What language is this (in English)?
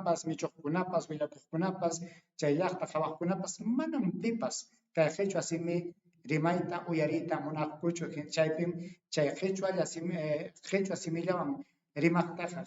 Ayacucho Quechua